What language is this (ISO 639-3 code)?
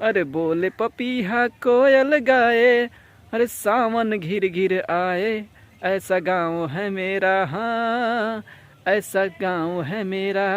bho